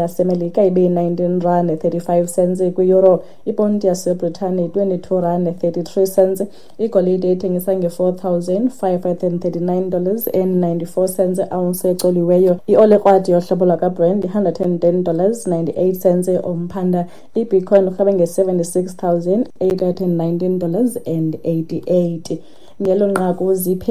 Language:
Xhosa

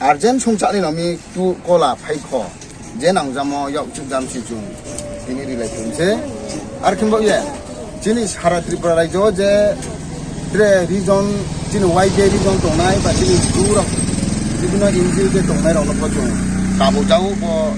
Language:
Riang (India)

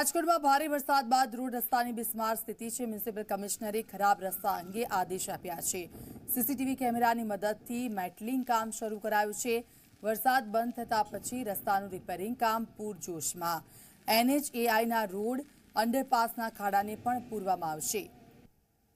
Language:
Gujarati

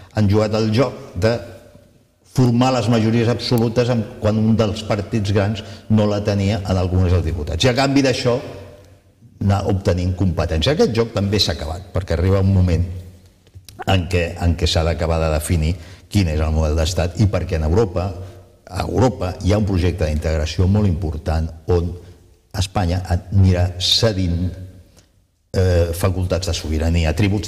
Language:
Catalan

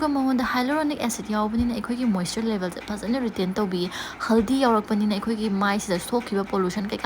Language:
Manipuri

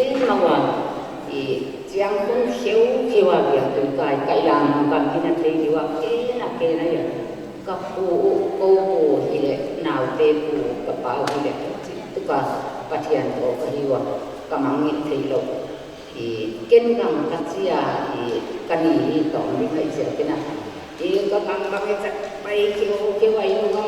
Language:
Paite Chin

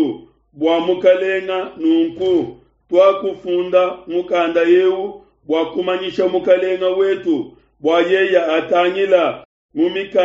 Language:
Luba-Lulua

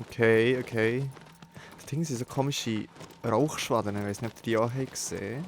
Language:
Swiss German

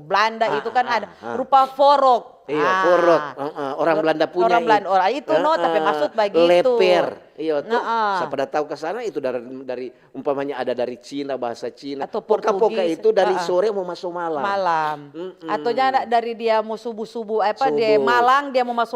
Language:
Manado Malay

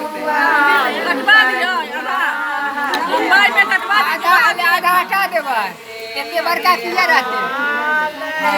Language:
Maithili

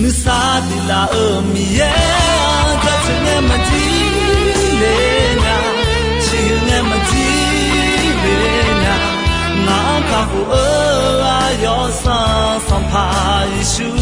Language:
Akha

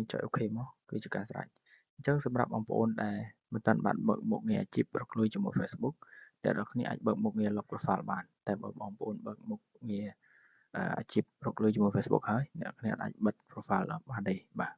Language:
Khmer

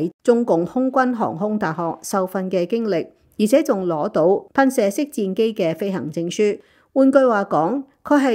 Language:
Cantonese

